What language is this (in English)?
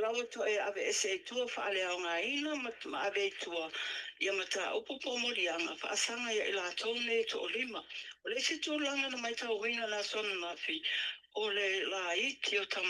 Samoan